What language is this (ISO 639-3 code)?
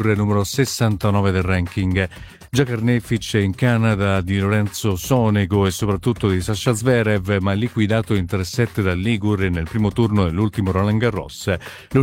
ita